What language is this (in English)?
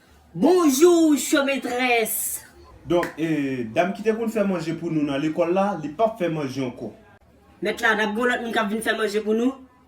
Haitian Creole